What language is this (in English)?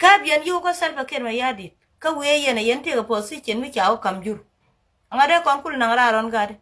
Nuer